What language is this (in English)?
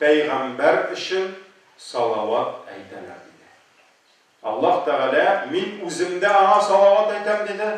Tatar